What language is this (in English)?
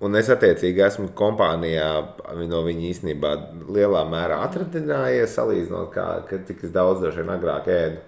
Latvian